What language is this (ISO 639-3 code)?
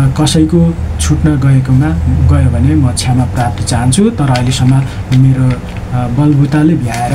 nep